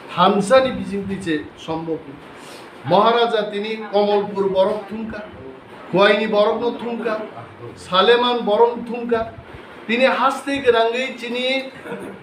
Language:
Riang (India)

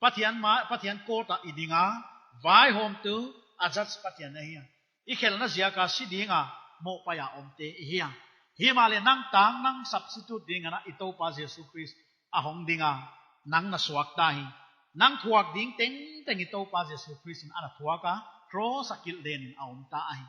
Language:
Paite Chin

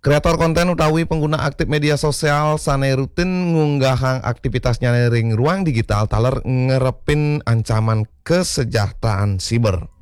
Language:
Balinese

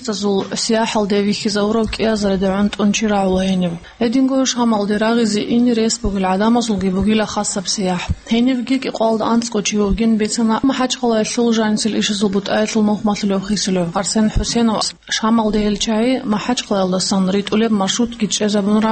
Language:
Avaric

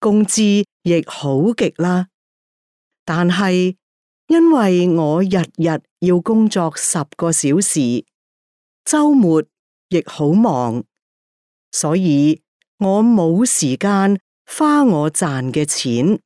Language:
Cantonese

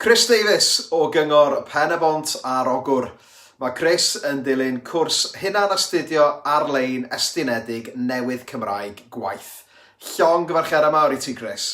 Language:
Welsh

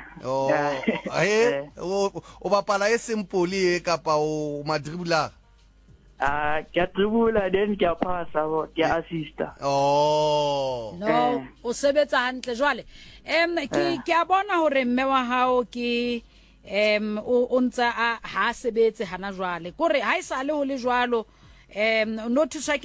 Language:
Southern Sotho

